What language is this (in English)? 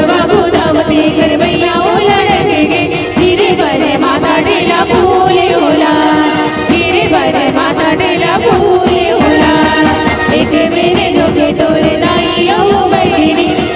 Chhattisgarhi